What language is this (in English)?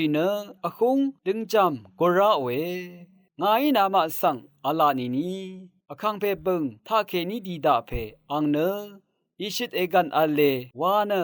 Rawang